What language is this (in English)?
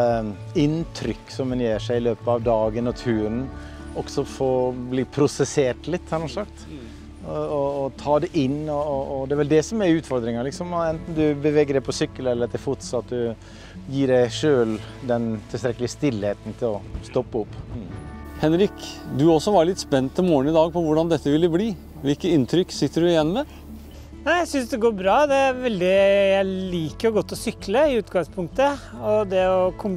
Norwegian